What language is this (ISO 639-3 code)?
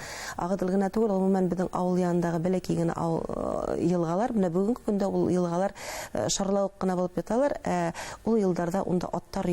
bak